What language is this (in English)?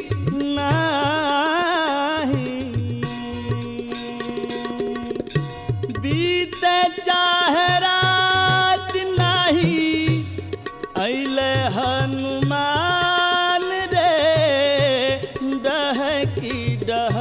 Bhojpuri